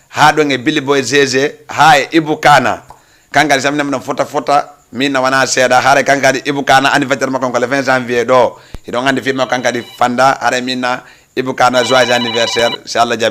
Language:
Fula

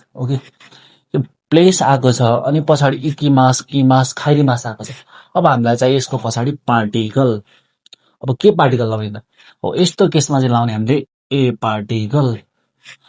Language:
Nepali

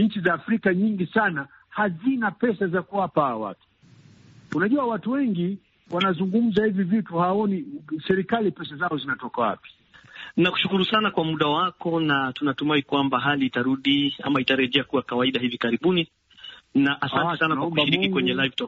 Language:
Swahili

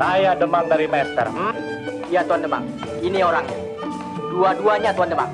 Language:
Betawi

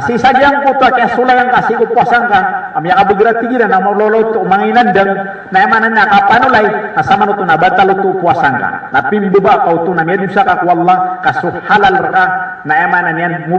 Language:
Maranao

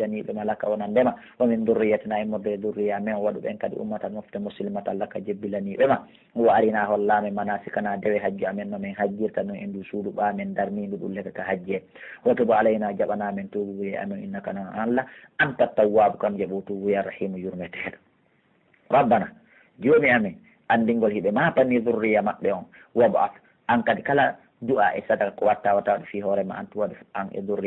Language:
Pular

